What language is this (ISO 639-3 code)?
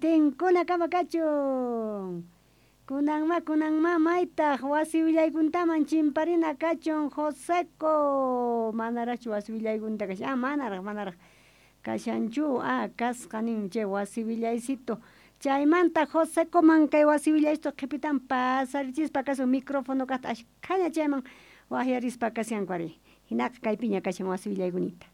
quh